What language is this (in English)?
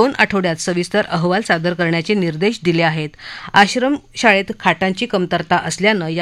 Marathi